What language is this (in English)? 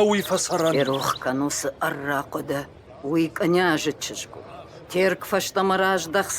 Ossetic